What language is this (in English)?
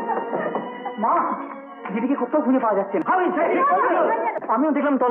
Bangla